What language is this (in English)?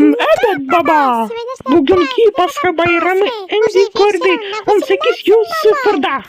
Crimean Tatar